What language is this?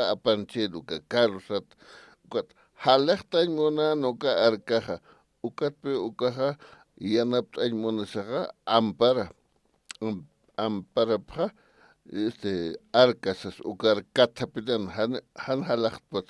Aymara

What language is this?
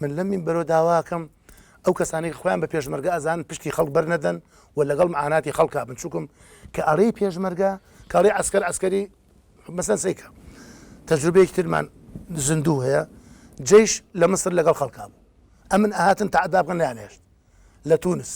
Central Kurdish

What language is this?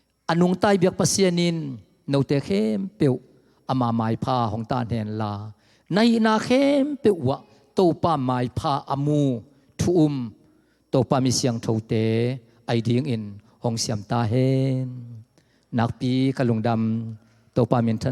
Tedim Chin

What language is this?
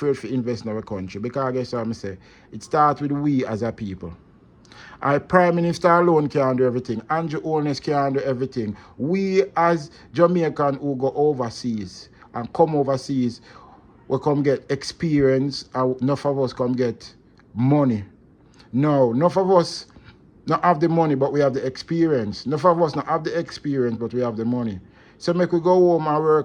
Jamaican Creole English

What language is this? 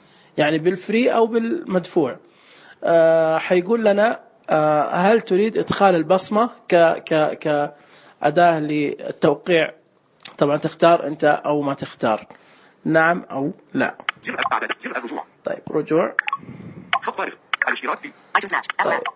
Najdi Arabic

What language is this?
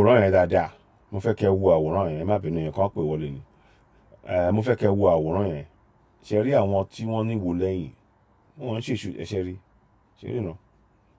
Yoruba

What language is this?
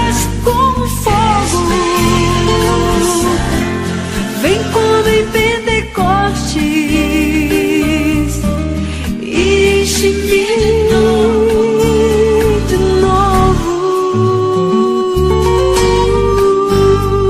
Portuguese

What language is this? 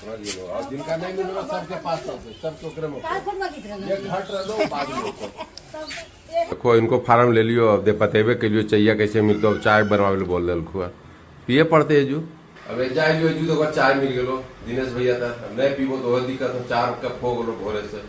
Magahi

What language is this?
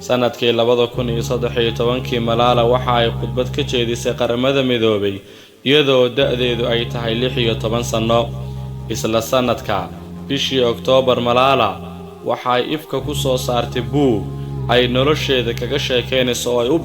Somali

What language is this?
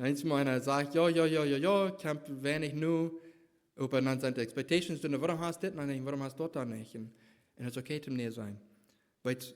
Plautdietsch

